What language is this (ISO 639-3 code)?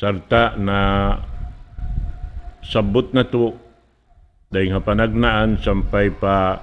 tsg